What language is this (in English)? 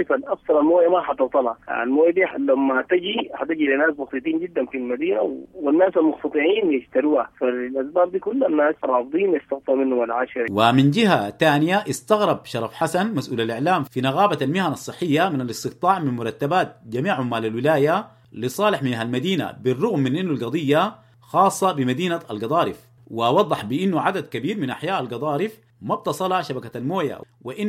Sudanese Arabic